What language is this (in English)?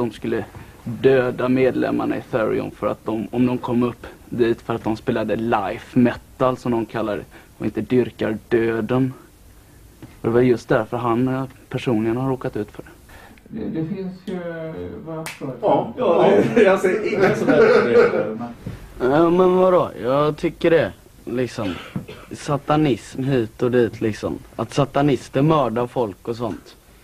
Swedish